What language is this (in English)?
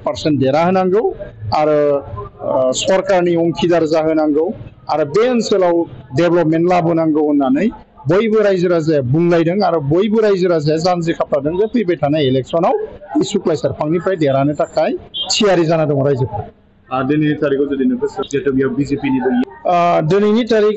Bodo